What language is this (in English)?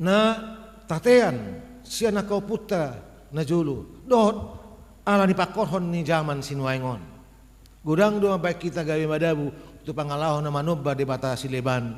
Batak Toba